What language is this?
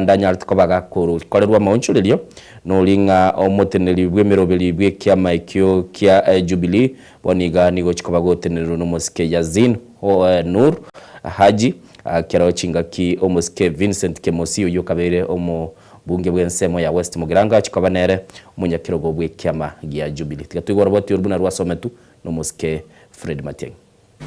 Gusii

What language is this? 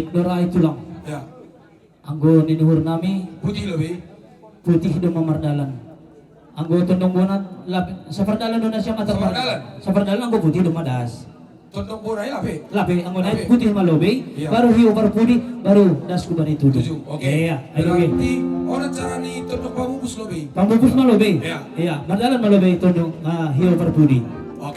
Batak Simalungun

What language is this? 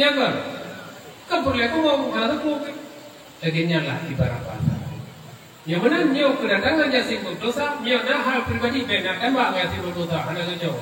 Achinese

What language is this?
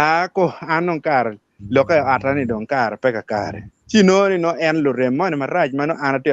Acoli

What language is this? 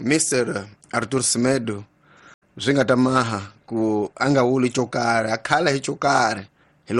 Tsonga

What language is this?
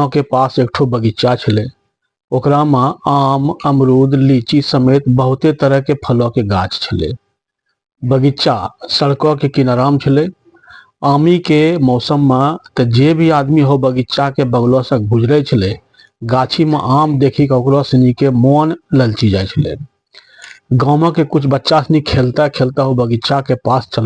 Angika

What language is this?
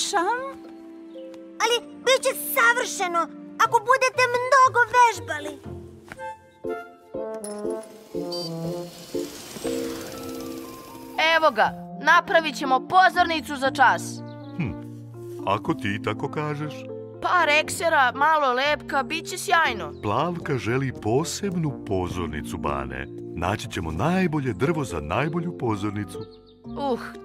Serbian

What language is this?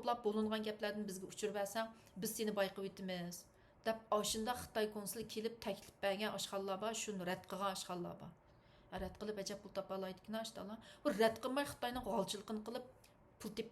Uyghur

